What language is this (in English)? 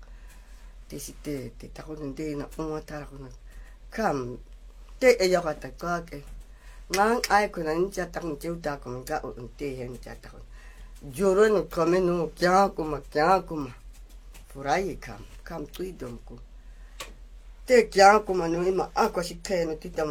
Japanese